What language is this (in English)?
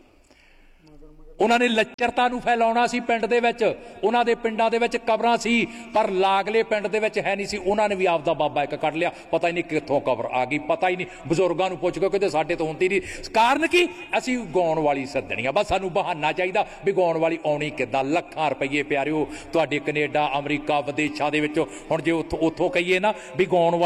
Punjabi